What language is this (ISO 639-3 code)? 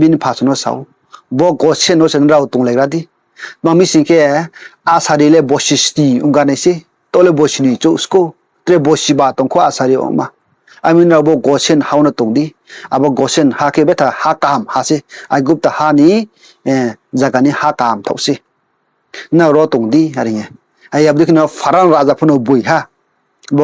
ria